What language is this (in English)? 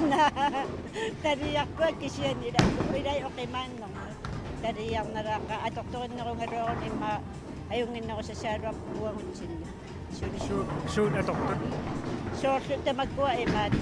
Kalaallisut